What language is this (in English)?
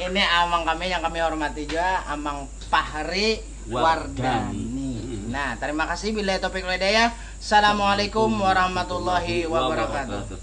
Banjar